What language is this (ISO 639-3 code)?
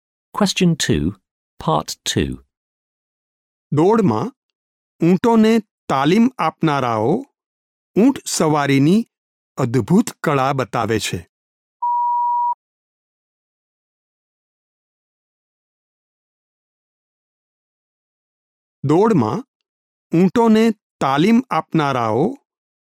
guj